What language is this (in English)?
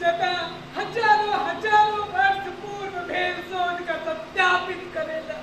Maithili